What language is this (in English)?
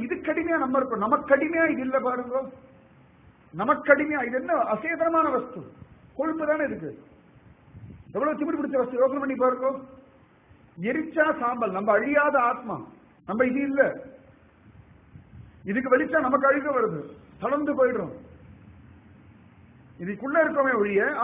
Tamil